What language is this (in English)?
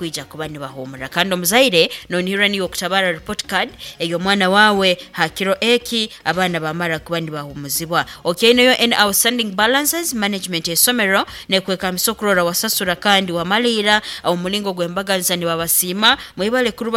Nyoro